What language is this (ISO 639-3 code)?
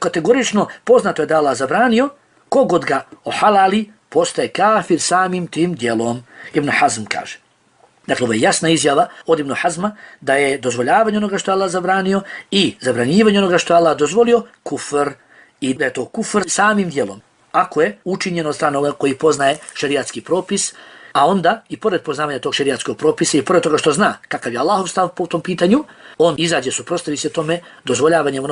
bos